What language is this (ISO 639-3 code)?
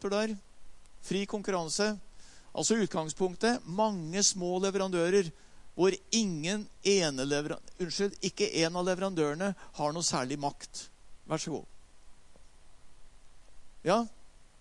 nor